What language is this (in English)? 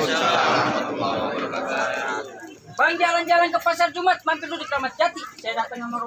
Betawi